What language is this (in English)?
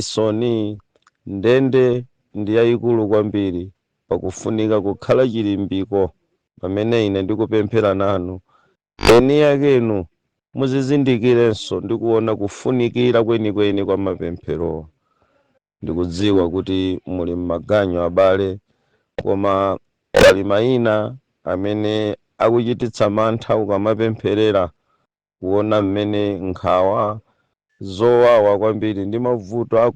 Nyanja